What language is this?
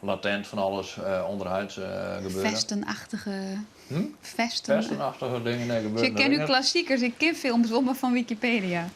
Western Frisian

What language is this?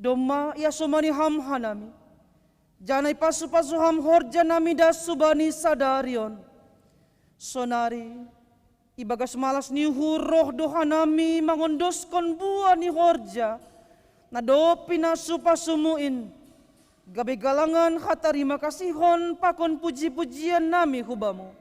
Batak Simalungun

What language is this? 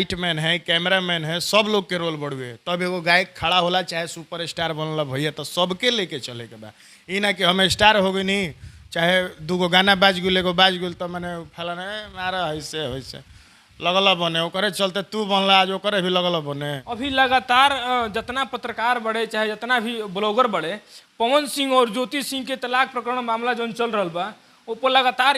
Bhojpuri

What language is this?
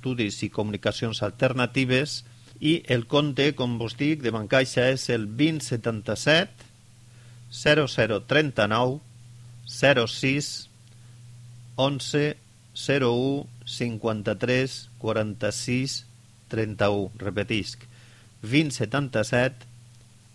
Catalan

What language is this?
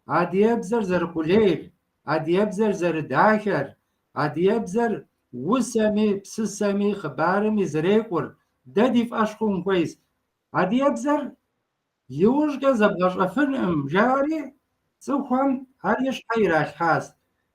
Kabardian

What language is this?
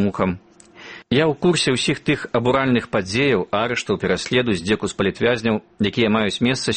Belarusian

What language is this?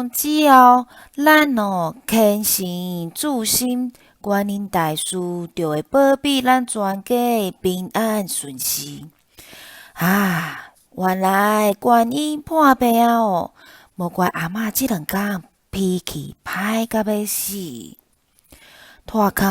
Min Nan Chinese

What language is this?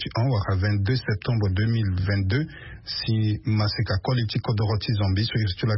Sango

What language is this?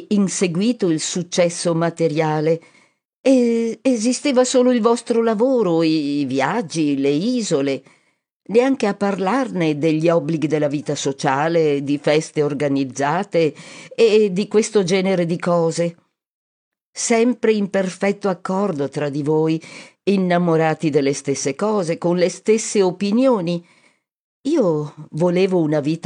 Italian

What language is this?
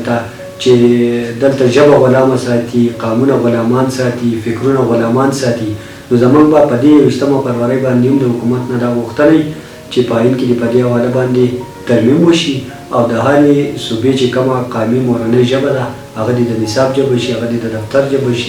Pashto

